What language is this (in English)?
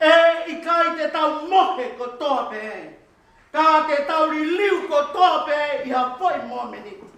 Tongan